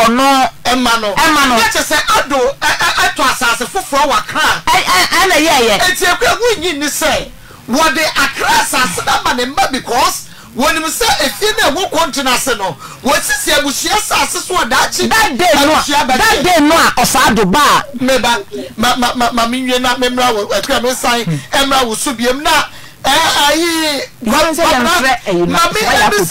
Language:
Akan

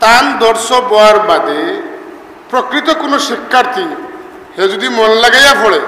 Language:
Sylheti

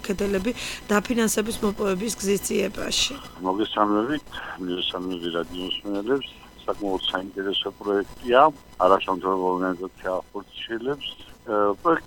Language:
Georgian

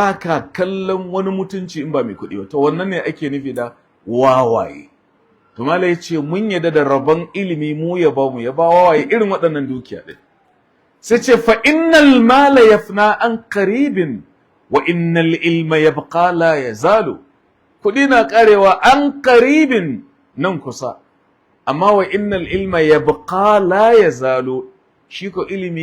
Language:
Hausa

